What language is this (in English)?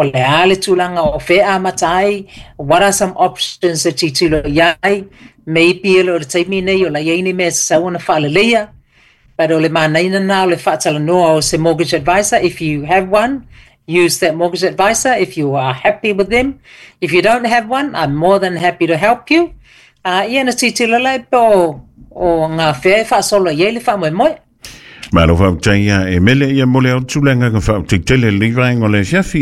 Samoan